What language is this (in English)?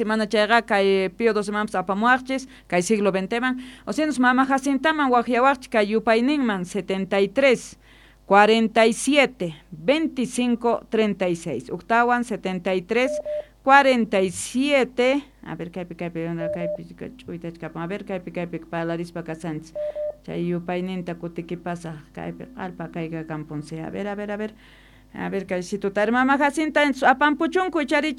South Bolivian Quechua